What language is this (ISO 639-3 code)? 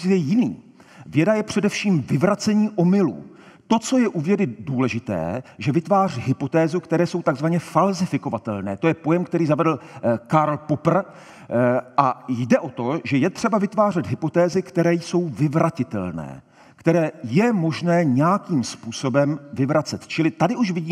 ces